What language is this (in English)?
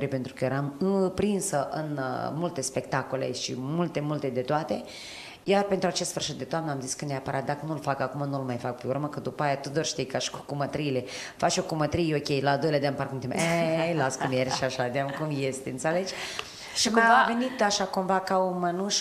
Romanian